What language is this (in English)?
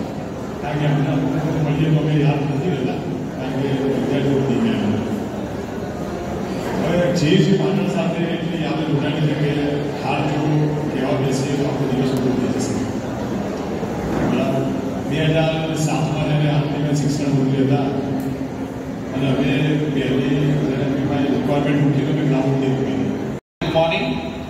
Gujarati